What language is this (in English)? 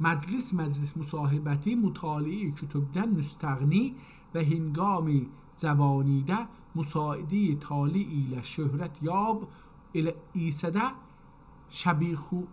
South Azerbaijani